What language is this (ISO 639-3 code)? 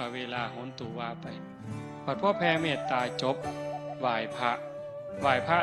tts